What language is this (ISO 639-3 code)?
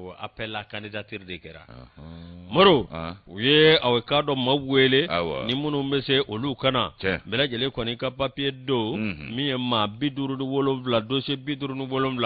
bam